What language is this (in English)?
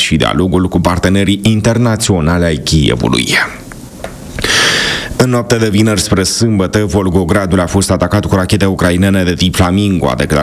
Romanian